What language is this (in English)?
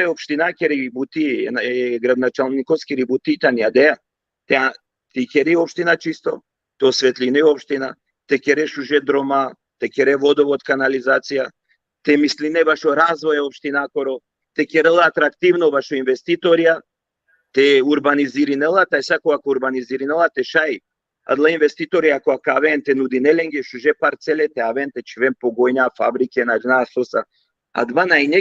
Balkan Romani